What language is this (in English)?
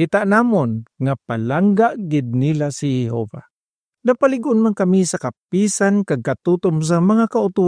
Hiligaynon